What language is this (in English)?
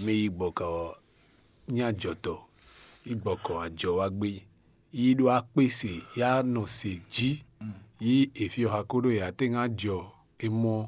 Fon